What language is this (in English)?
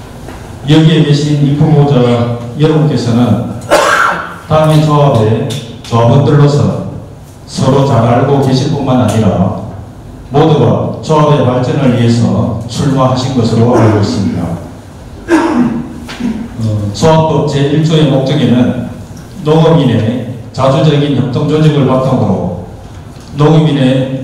Korean